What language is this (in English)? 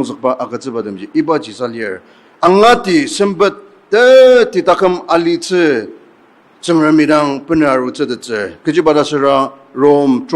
Ao Naga